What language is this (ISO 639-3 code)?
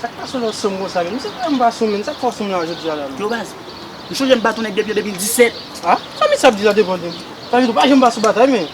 hat